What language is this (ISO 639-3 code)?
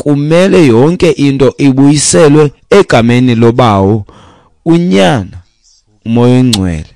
xho